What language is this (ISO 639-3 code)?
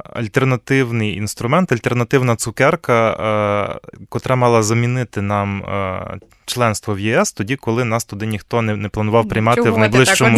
ukr